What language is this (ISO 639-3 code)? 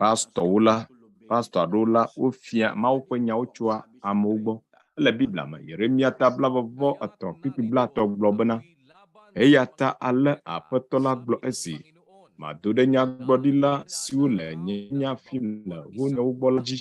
ewe